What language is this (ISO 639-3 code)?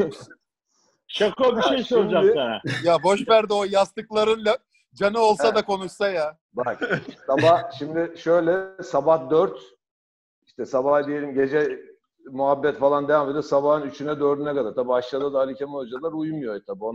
tur